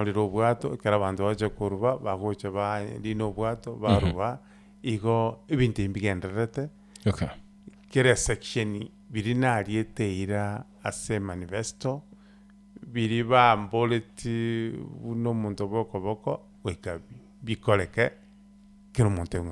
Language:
Gusii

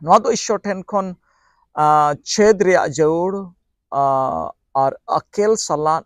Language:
Santali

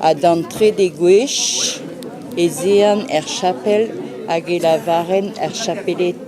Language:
Breton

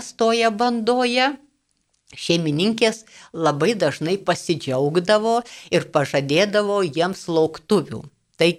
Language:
Lithuanian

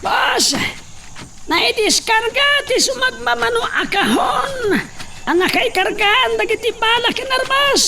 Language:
Iloko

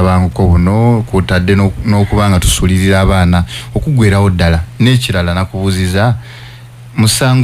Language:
Ganda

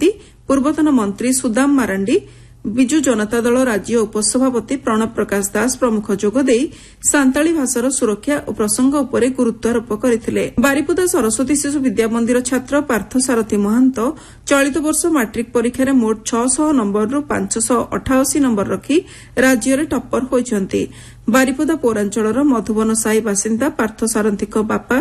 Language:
Odia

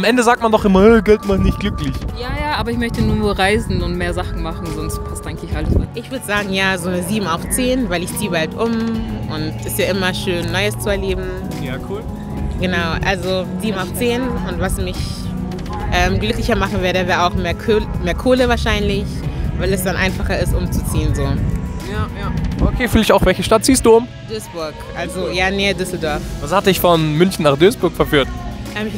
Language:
German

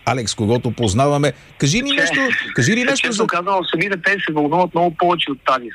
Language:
Bulgarian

